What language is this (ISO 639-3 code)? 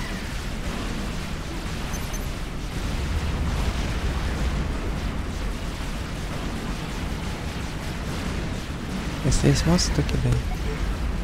rus